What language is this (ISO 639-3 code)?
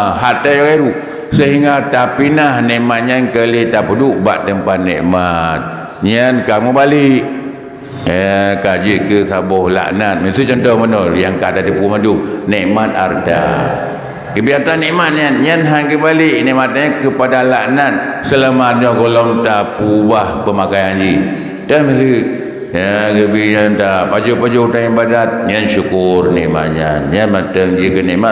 ace